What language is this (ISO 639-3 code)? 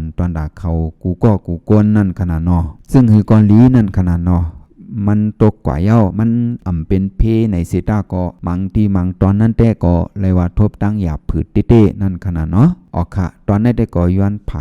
shn